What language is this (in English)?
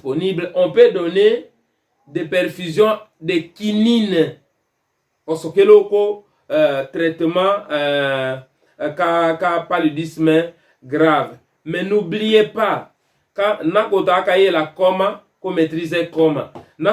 Tetela